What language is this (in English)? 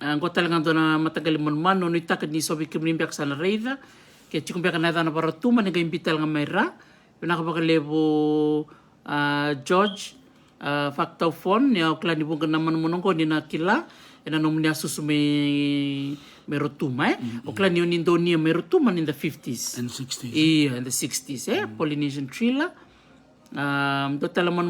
Fijian